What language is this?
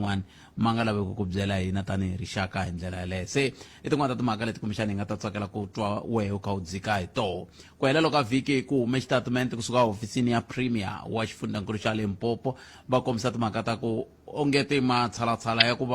Tsonga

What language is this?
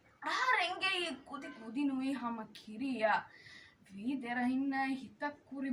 Divehi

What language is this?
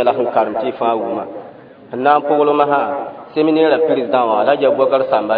Mossi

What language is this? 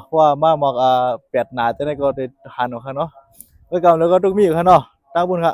Shan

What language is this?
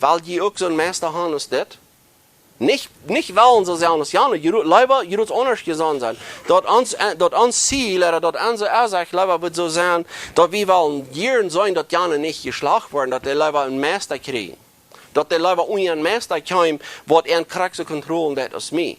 Plautdietsch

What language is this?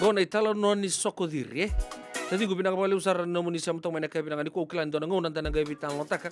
Fijian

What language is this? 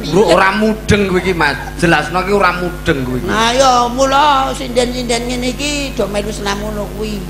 Javanese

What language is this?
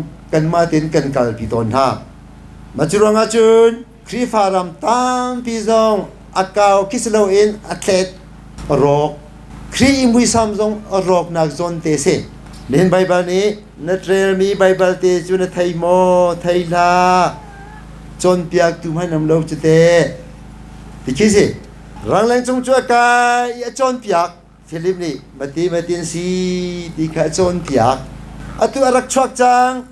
Hakha Chin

